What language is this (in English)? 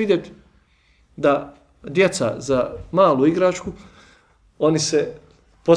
Bosnian